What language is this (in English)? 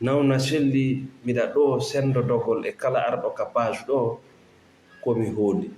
Fula